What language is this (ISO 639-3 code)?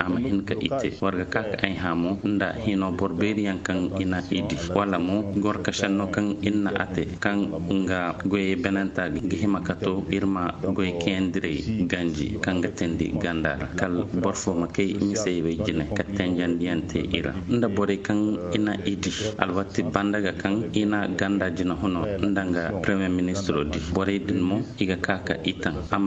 ses